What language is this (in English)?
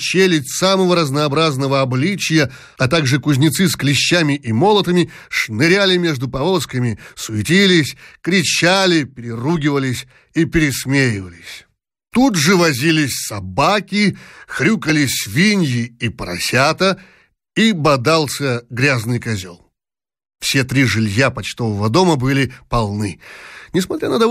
Russian